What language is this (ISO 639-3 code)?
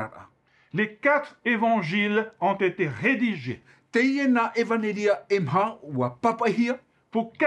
tah